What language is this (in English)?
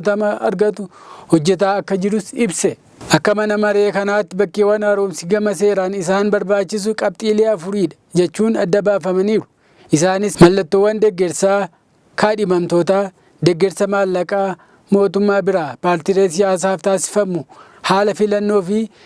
Oromo